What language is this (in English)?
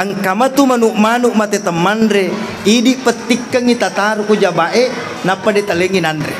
Buginese